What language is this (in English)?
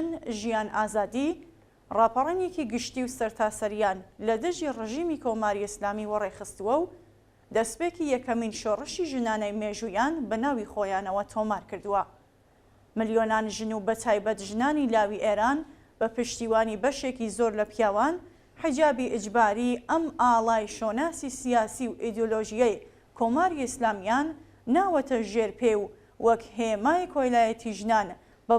Central Kurdish